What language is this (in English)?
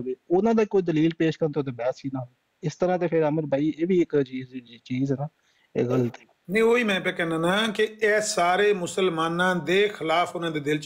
Punjabi